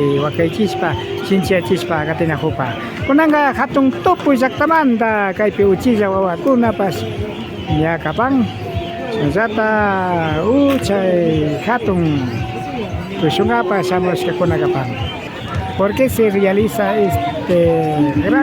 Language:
Imbabura Highland Quichua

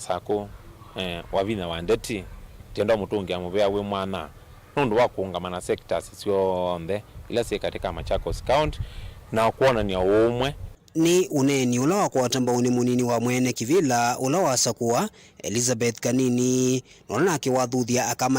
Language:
Kamba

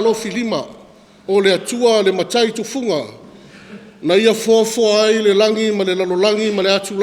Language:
Samoan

